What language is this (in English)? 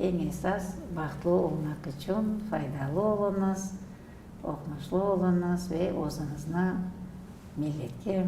Crimean Tatar